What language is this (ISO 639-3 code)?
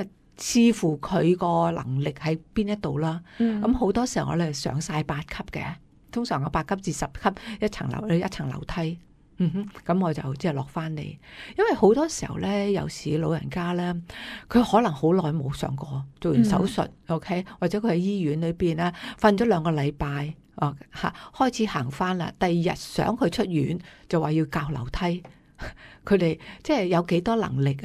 yue